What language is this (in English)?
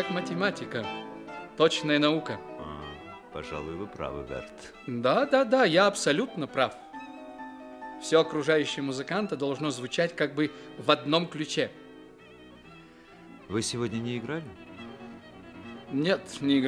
Russian